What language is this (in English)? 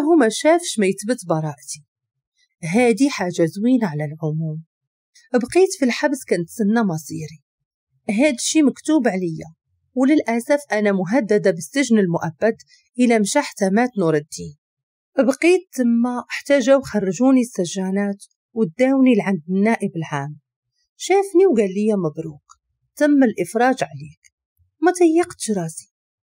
Moroccan Arabic